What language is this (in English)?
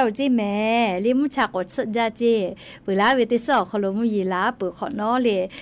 Lahu